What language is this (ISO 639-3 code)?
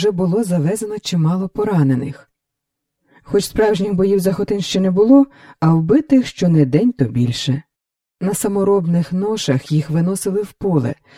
ukr